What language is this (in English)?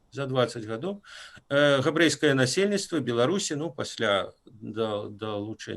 Belarusian